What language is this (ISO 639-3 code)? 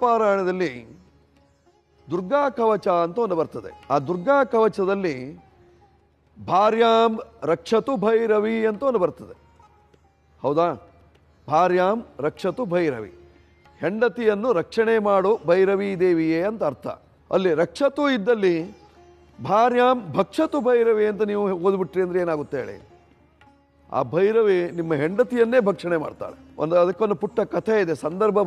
kan